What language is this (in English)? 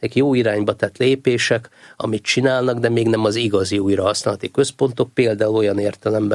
Hungarian